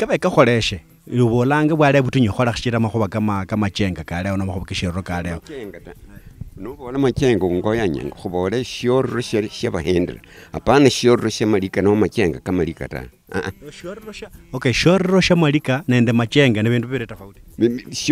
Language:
Luyia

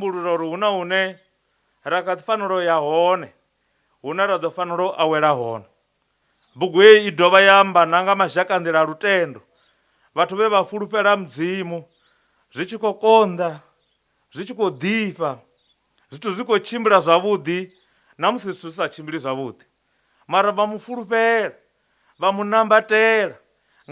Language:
Venda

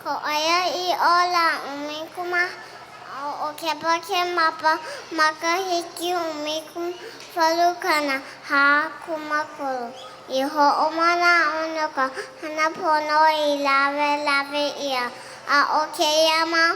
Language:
Hawaiian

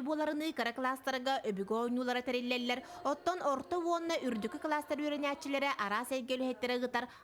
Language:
Yakut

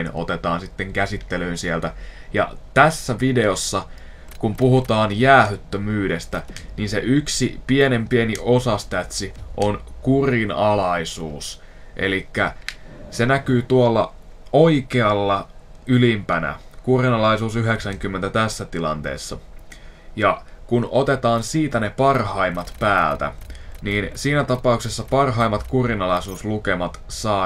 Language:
Finnish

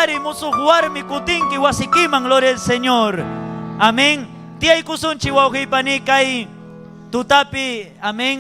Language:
Ayacucho Quechua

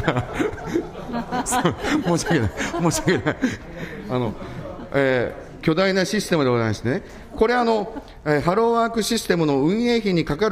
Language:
Japanese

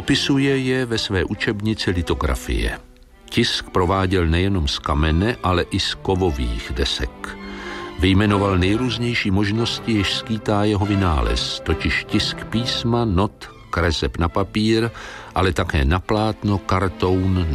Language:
Czech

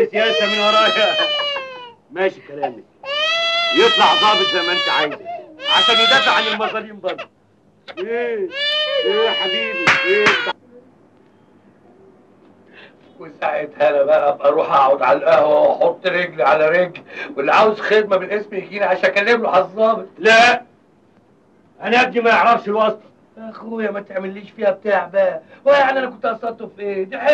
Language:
Egyptian Arabic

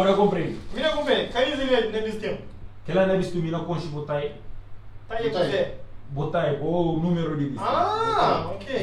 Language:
Kabuverdianu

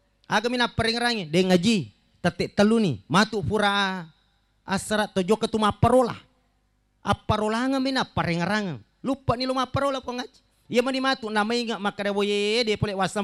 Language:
Buginese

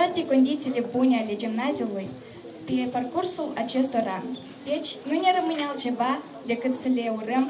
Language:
Romanian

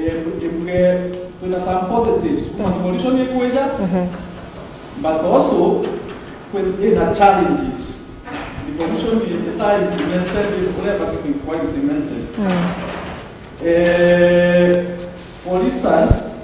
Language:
Meru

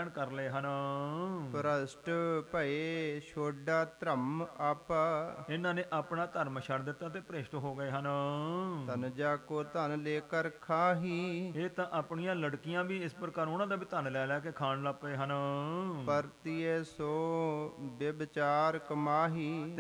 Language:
Punjabi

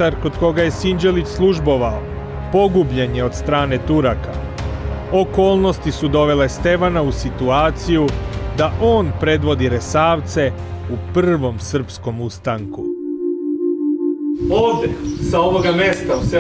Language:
Serbian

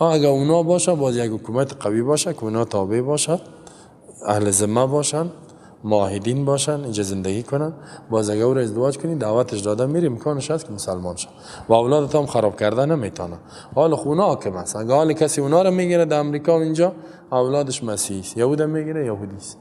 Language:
Persian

